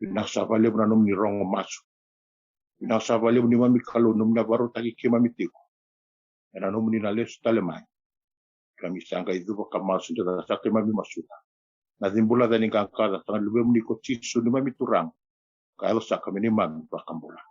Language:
Fijian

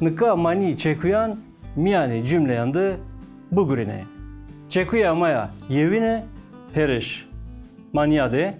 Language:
Zaza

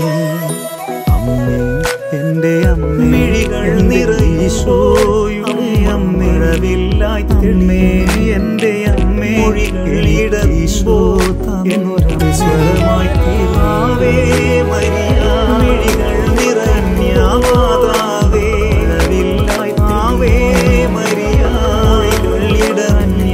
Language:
Malayalam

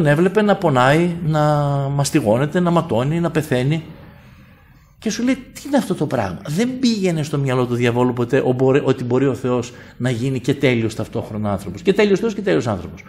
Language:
Greek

